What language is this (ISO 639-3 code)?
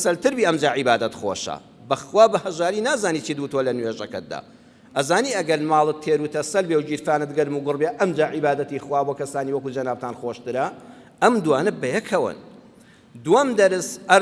ckb